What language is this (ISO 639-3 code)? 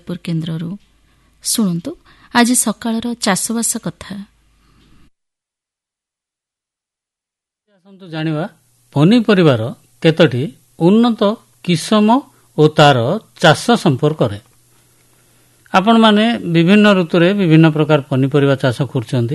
ori